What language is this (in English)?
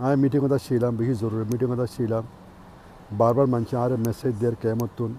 Rohingya